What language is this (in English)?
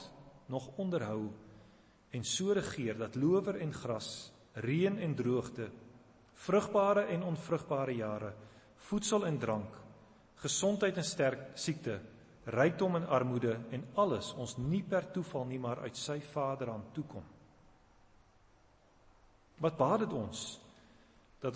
Afrikaans